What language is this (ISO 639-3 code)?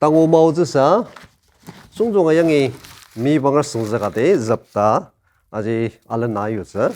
njo